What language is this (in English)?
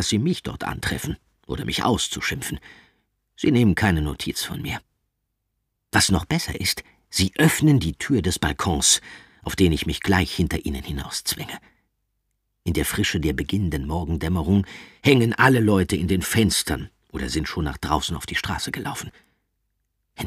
German